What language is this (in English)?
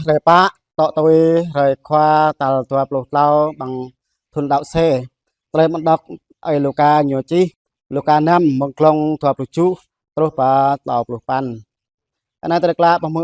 Jarai